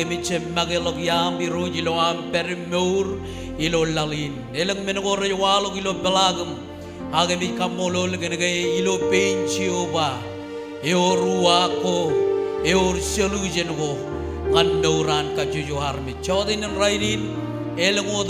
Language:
Marshallese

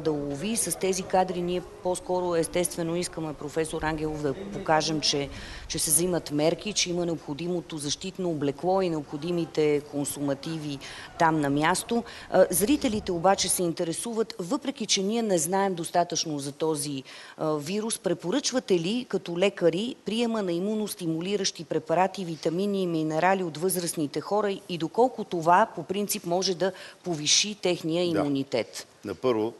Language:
Bulgarian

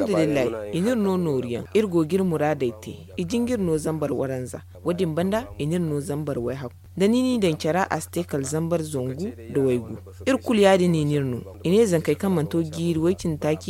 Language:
Zarma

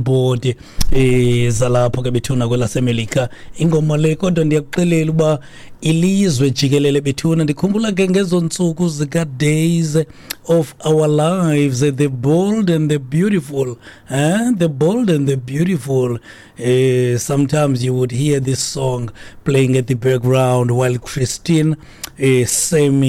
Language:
Xhosa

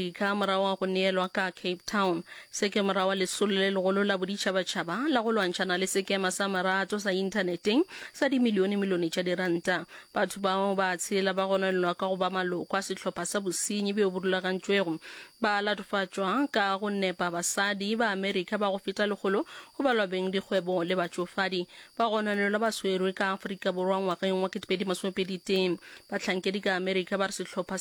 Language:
Northern Sotho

